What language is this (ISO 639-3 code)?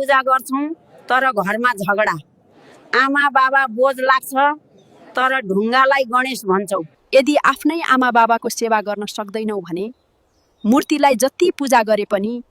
nep